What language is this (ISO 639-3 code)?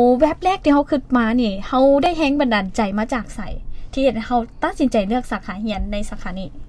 lao